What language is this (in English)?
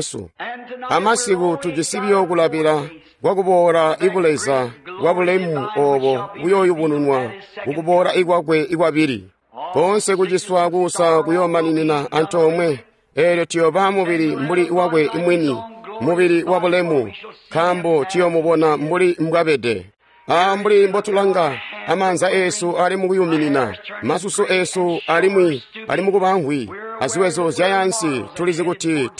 Tonga (Zambia)